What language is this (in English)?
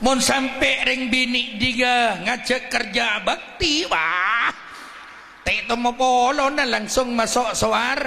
Madurese